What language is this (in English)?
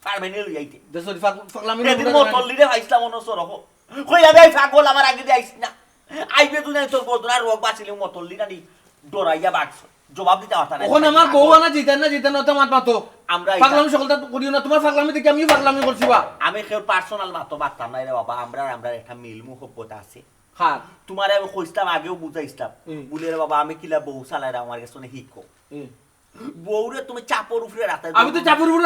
Sylheti